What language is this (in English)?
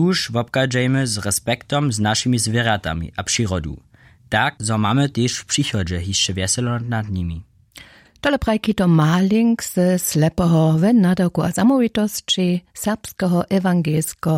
Upper Sorbian